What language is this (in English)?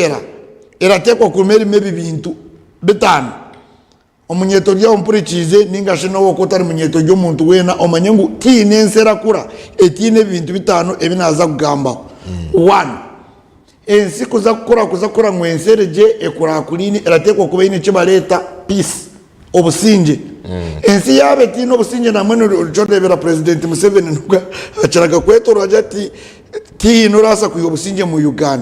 Nyankole